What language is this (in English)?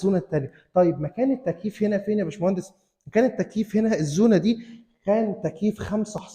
Egyptian Arabic